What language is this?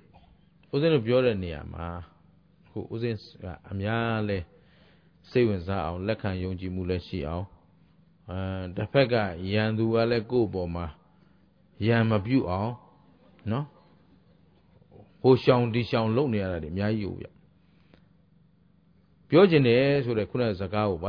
Burmese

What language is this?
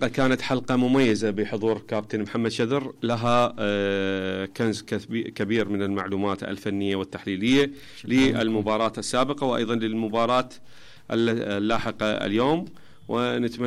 Mesopotamian Arabic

